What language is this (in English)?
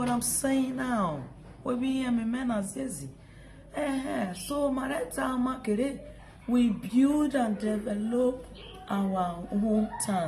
Nigerian Pidgin